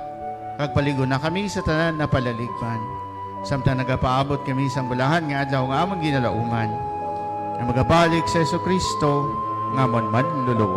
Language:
Hiligaynon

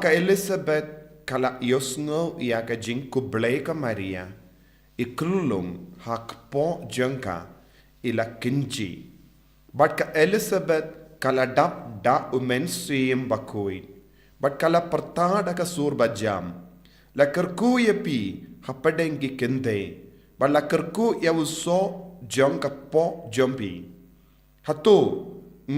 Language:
Khasi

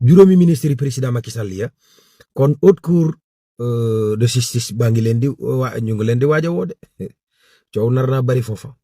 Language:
Wolof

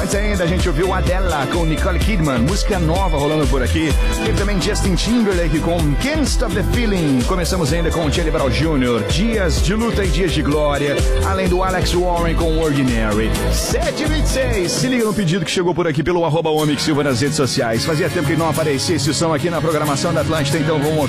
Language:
Portuguese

